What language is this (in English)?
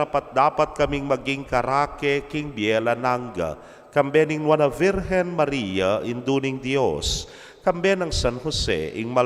Pampanga